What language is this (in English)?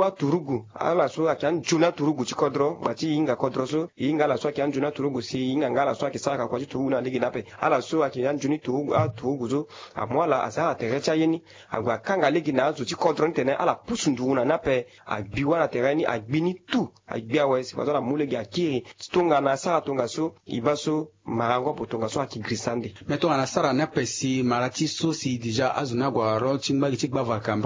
Sango